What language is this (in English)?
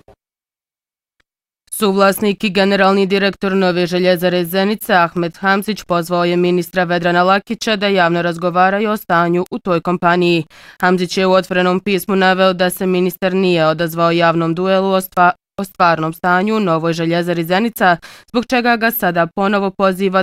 Bosnian